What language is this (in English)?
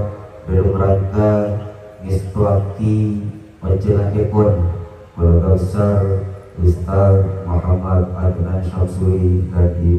Madurese